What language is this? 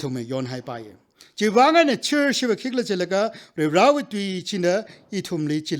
Tangkhul Naga (India)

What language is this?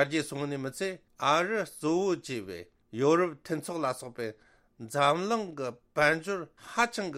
Tibetan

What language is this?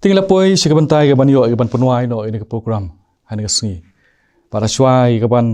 Khasi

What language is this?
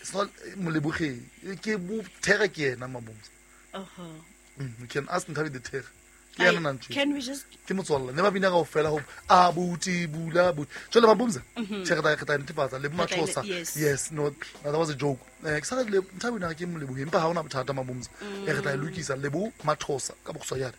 Southern Sotho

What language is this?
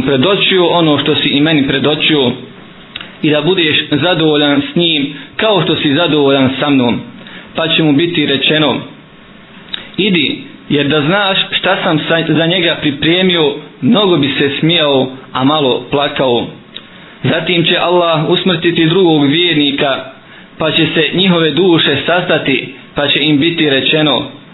Bosnian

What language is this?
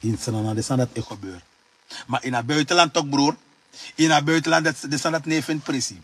Sranan Tongo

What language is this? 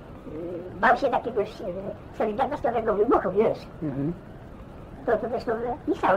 Polish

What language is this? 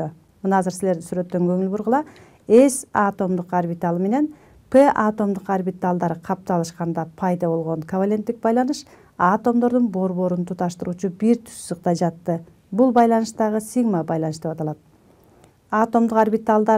Kyrgyz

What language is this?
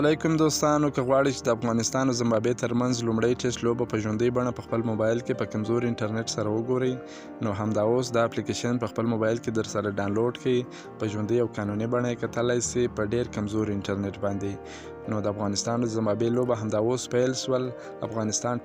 Pashto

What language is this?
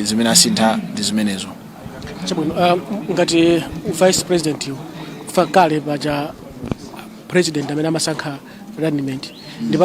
Nyanja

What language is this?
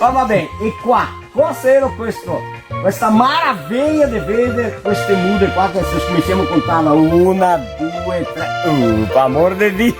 Venetian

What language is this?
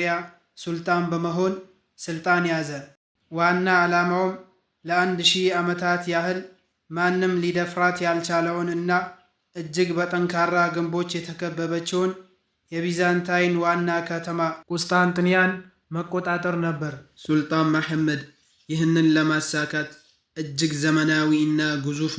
Amharic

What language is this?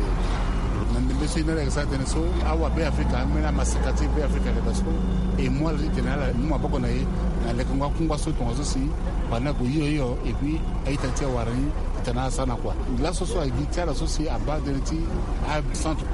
Sango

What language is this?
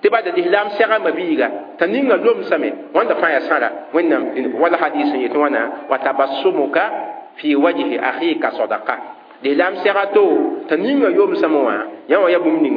Mossi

